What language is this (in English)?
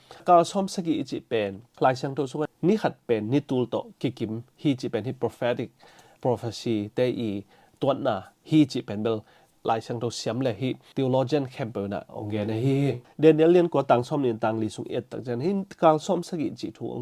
Tedim Chin